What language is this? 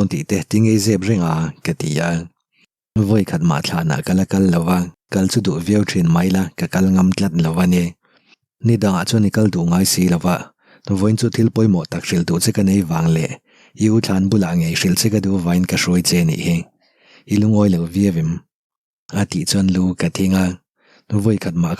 Mizo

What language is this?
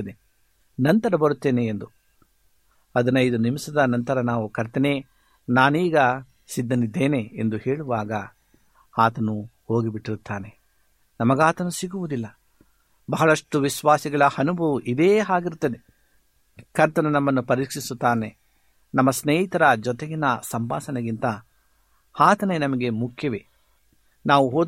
Kannada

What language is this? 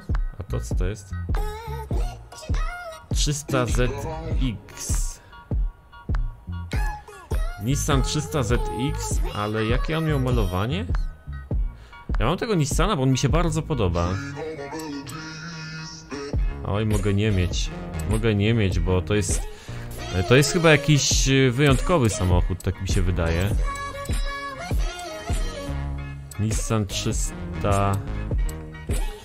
Polish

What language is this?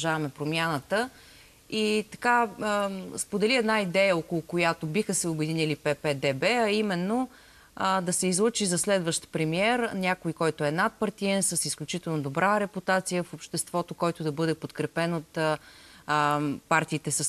Bulgarian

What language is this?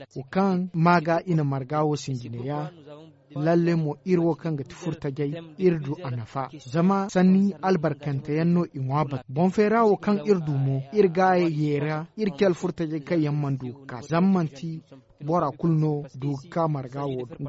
Zarma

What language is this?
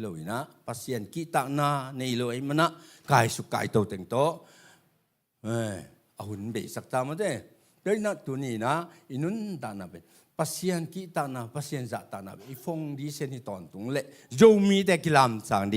Tedim Chin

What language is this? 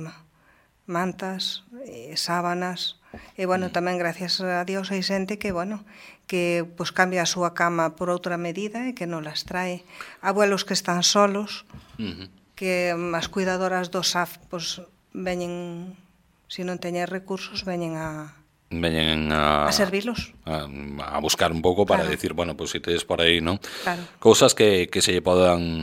Galician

